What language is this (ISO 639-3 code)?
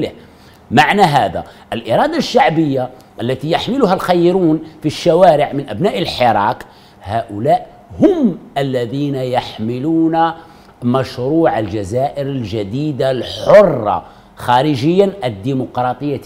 ara